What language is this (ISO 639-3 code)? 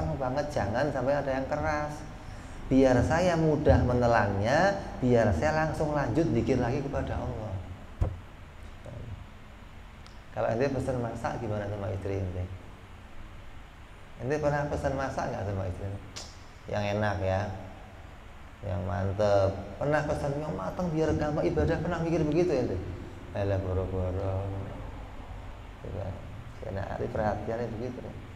ind